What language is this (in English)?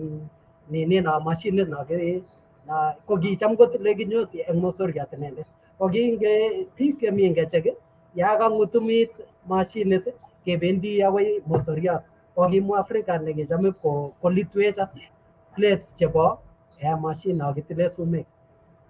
Kalenjin